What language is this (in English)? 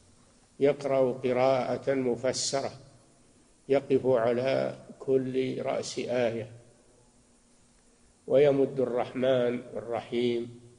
Arabic